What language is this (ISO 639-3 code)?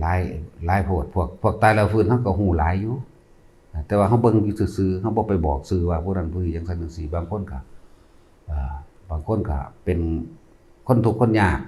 lao